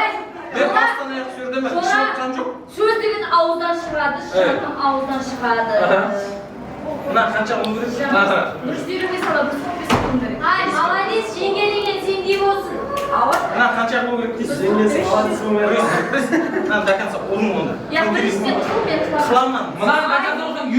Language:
Kara-Kalpak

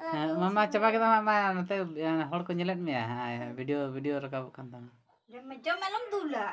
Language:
Santali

